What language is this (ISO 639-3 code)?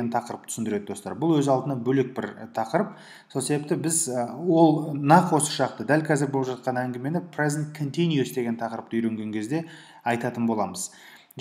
kaz